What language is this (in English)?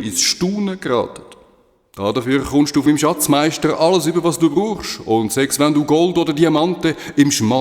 Swiss German